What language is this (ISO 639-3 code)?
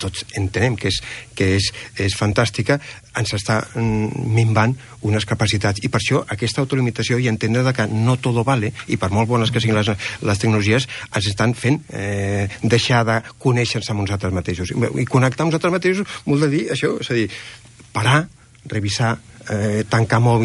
cat